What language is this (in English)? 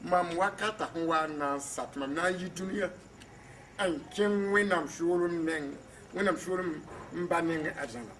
Mossi